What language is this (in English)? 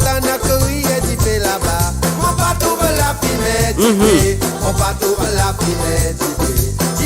Morisyen